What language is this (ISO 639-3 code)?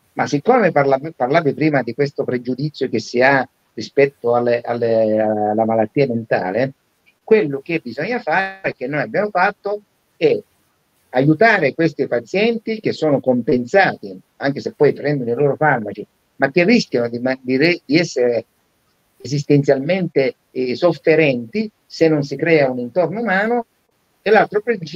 ita